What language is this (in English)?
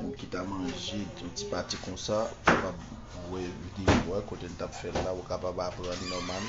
Haitian Creole